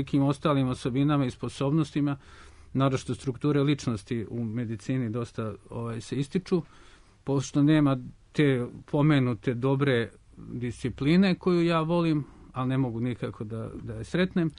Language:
Serbian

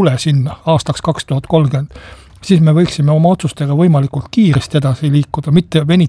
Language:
Estonian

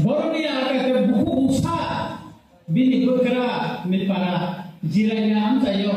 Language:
Kok Borok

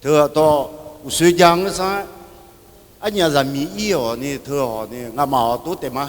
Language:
Akha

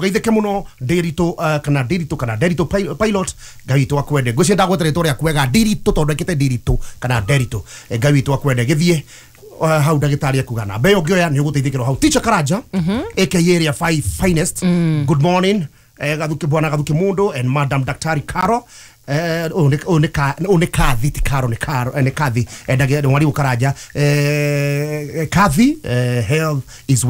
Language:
Kikuyu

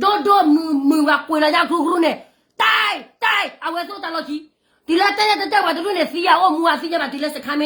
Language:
S'gaw Karen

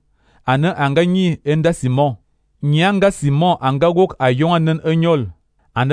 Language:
Fang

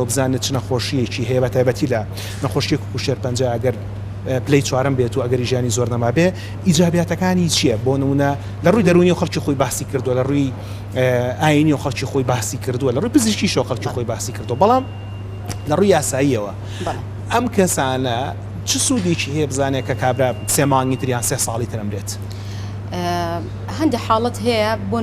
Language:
Central Kurdish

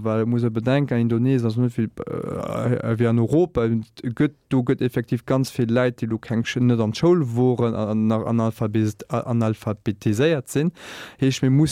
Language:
Luxembourgish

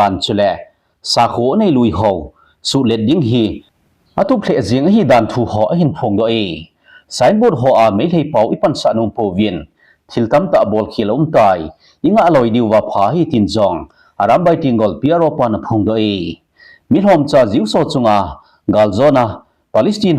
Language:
Thado Chin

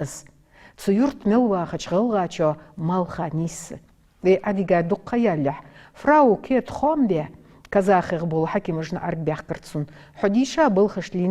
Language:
Ingush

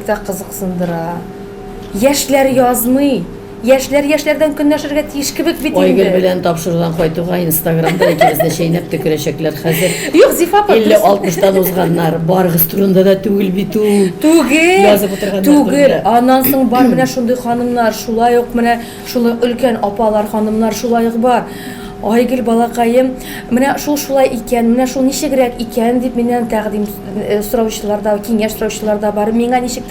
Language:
Tatar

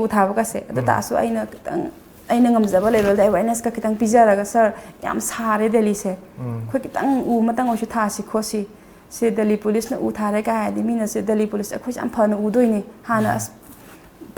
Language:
Manipuri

